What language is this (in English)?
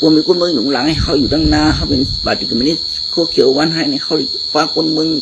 Shan